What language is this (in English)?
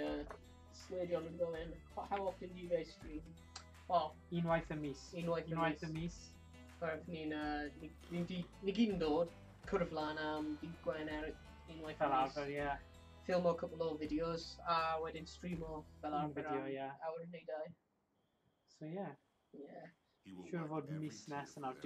Welsh